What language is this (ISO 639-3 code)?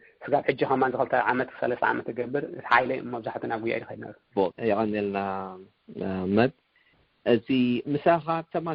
tir